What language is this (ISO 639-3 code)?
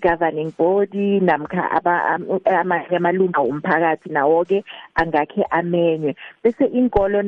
nbl